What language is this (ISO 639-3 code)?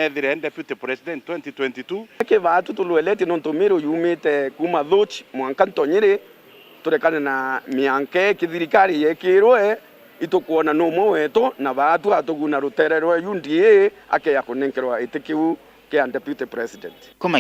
mer